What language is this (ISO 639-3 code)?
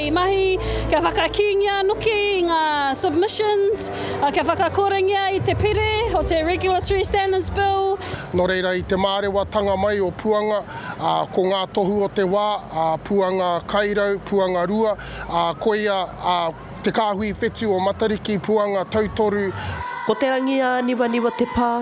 mri